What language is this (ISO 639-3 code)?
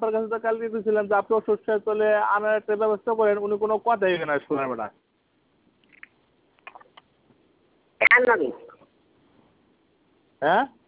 ben